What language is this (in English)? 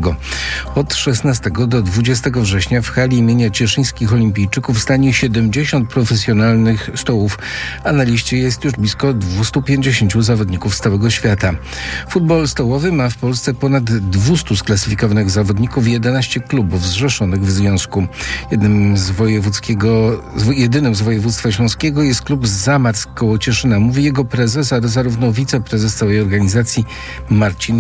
Polish